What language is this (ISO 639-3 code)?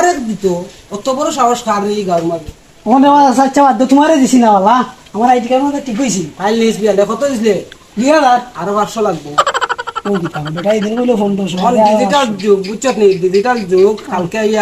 syl